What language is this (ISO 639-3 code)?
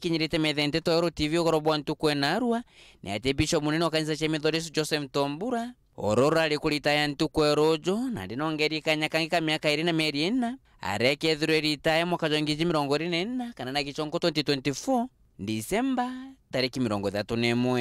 mer